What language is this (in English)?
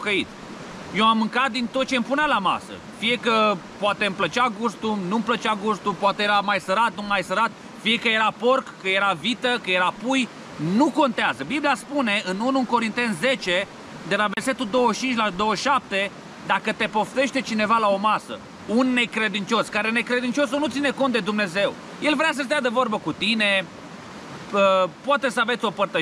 Romanian